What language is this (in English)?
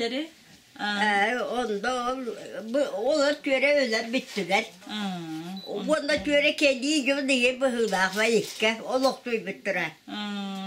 Yakut